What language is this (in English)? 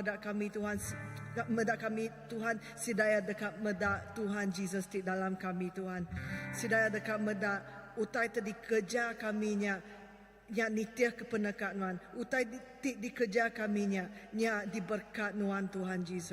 Iban